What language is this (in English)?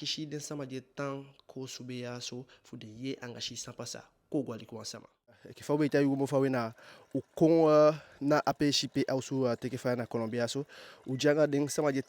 Eastern Maroon Creole